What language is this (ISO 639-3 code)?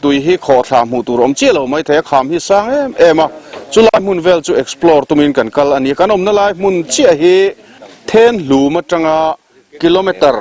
lus